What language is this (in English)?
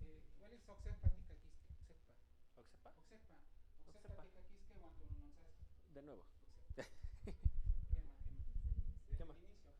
Central Nahuatl